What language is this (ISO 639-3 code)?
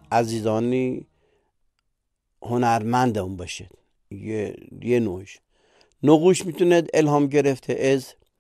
fas